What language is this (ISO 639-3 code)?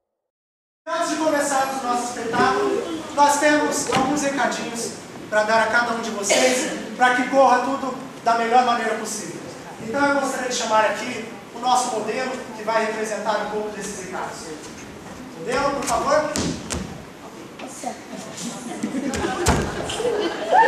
por